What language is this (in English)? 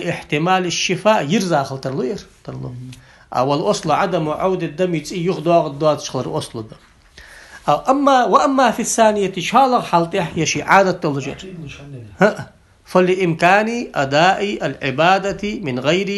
Ingush